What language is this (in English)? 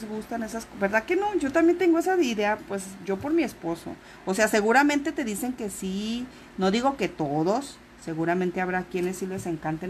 Spanish